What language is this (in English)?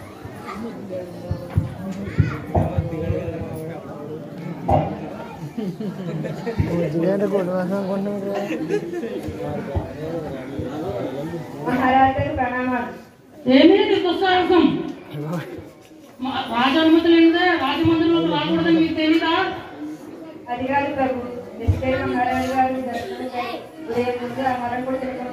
Telugu